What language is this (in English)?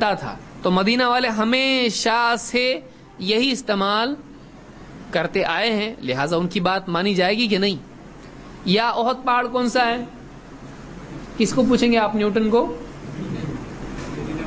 Urdu